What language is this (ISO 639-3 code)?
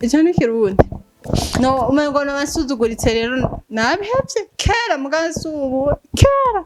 run